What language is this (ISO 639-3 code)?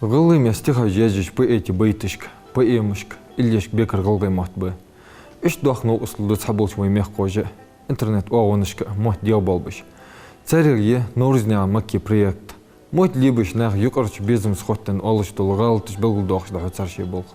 inh